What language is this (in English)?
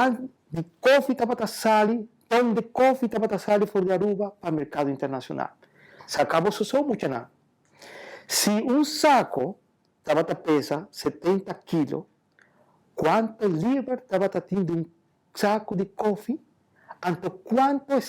Papiamento